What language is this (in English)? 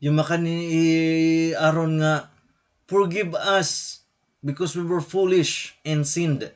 Waray